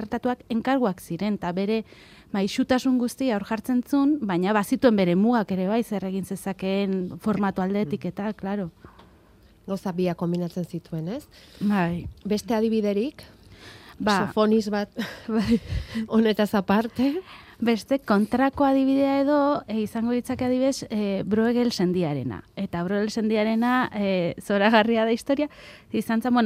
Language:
Basque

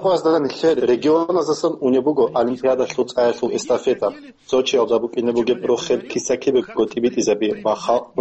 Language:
Avaric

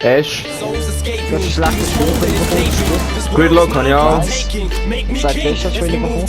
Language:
Swiss German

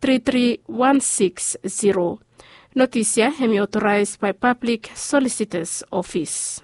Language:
Bislama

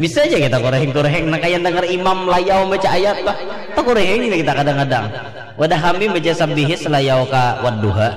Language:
Banjar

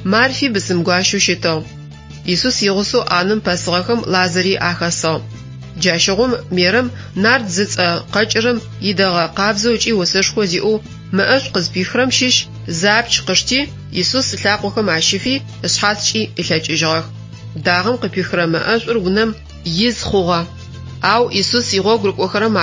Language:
Adyghe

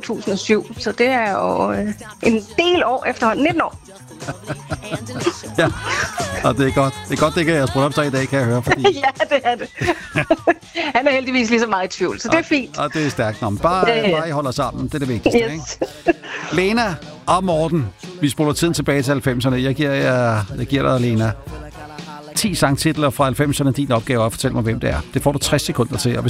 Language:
Danish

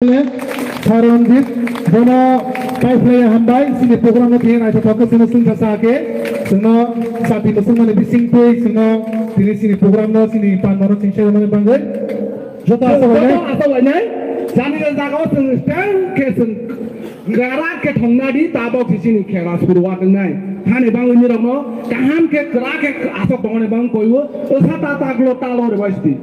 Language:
Kok Borok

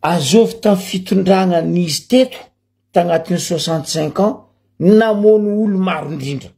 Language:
Malagasy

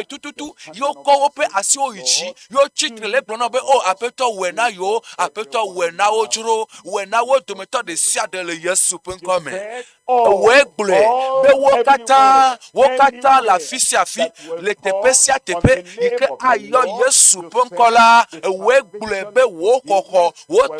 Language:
Ewe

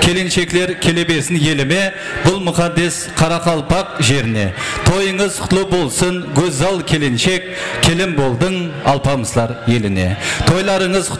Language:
Kara-Kalpak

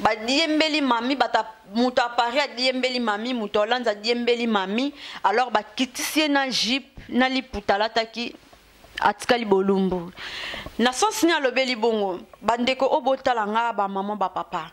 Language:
Lingala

